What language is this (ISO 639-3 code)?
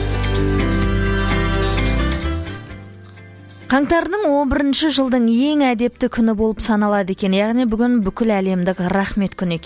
kaz